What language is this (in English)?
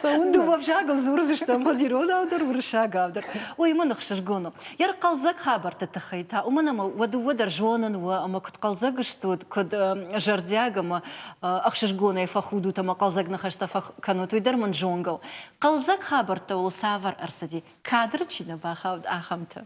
Ossetic